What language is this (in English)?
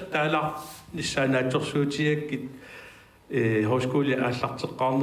Kalaallisut